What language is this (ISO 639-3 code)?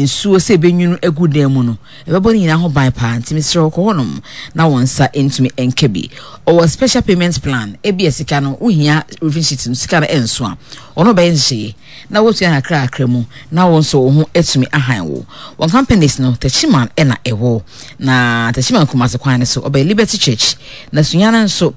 aka